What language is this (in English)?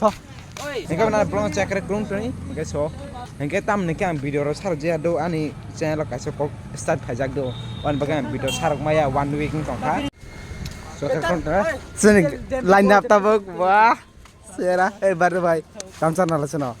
Kok Borok